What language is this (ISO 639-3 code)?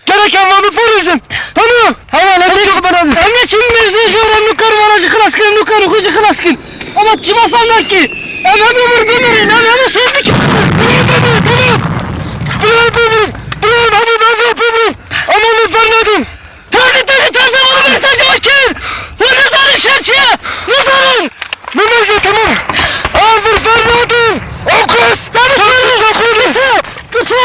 kur